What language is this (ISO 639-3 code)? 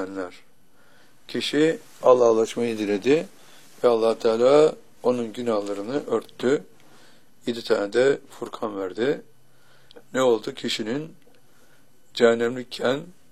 tur